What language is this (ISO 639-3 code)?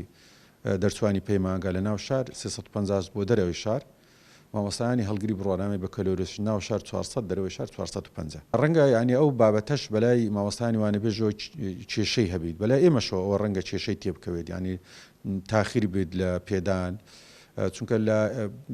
ckb